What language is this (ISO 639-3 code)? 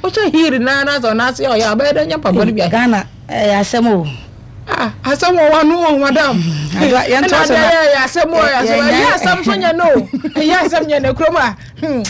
aka